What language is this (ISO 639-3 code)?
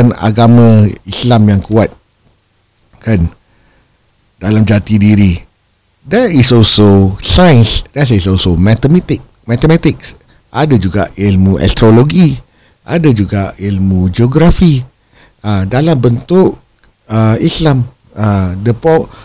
msa